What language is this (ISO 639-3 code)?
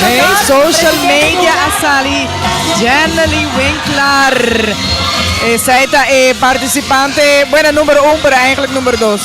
pap